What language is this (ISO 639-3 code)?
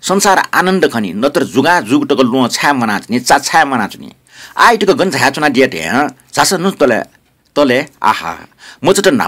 new